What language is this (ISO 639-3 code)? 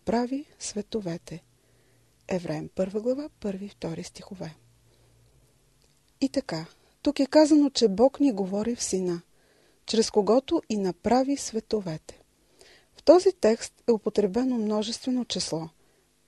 bul